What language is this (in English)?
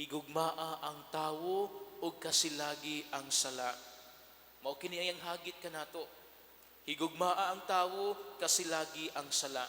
Cebuano